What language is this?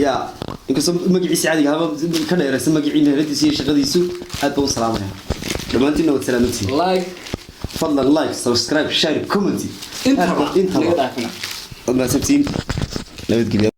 Somali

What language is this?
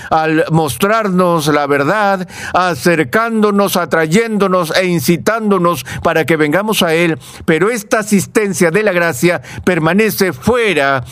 Spanish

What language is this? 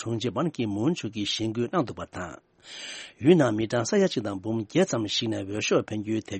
Tibetan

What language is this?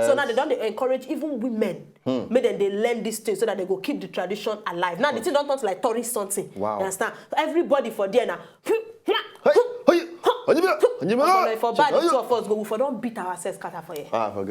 Nigerian Pidgin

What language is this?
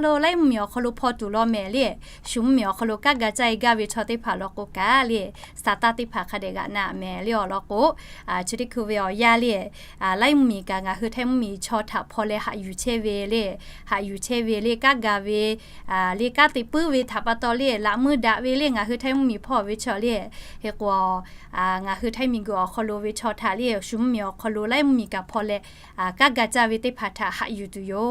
Lahu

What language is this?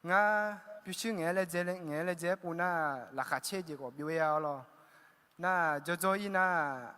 Akha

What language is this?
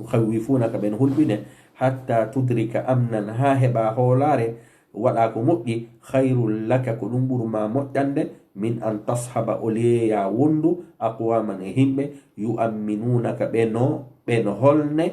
Fula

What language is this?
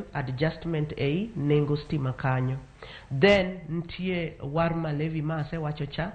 Luo (Kenya and Tanzania)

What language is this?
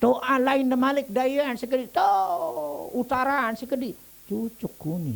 Sasak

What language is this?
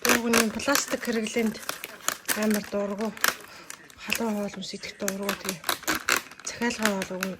Mongolian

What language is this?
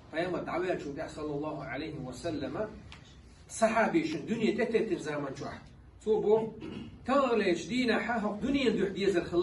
Chechen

